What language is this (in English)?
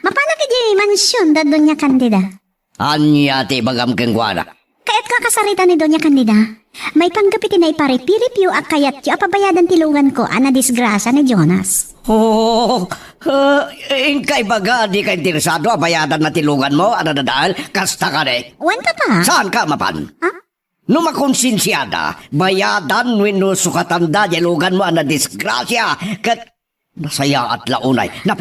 Iloko